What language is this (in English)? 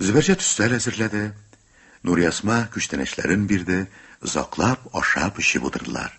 Tatar